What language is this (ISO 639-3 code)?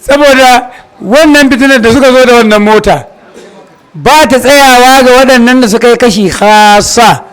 hau